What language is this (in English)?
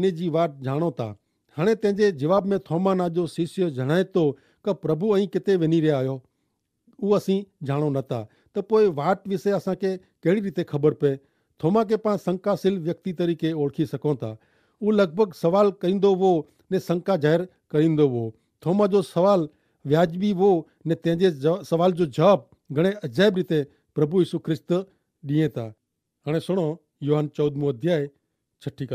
Kachhi